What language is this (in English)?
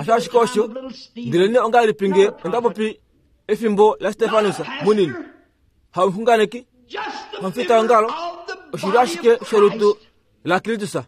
Kuanyama